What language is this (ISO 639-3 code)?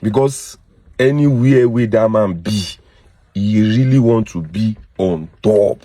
yor